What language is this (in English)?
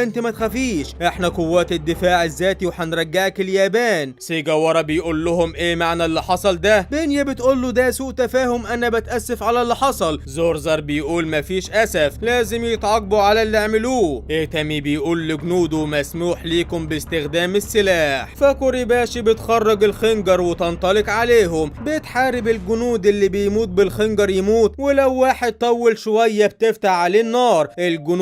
Egyptian Arabic